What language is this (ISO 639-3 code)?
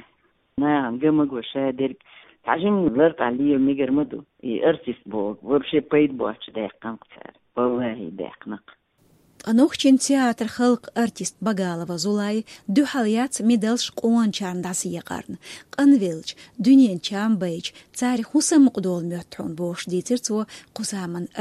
che